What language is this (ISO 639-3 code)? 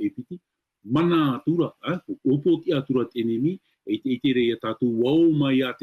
tah